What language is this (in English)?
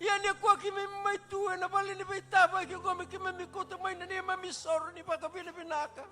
Fijian